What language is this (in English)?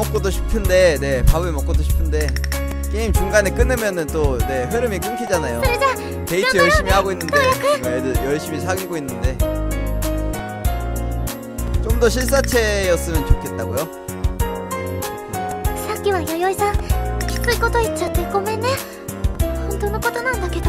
Korean